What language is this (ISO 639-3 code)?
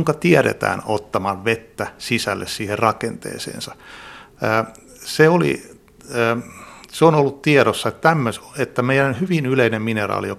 fin